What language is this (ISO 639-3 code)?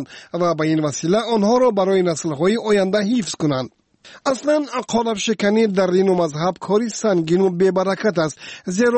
tgk